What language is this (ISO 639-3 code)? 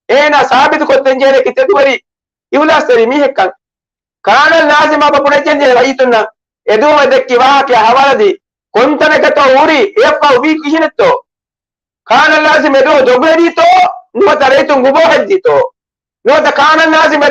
div